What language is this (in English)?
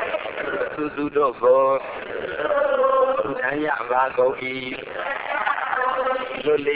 Burmese